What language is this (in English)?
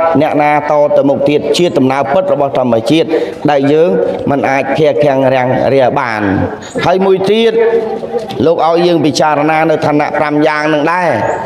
Khmer